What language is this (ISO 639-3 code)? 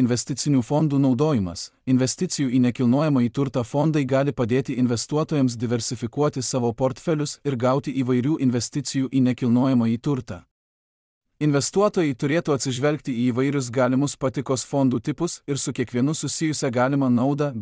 lit